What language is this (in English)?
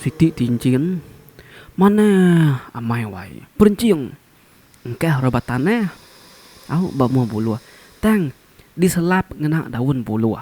Iban